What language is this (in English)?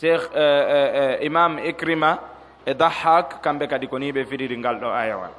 Pular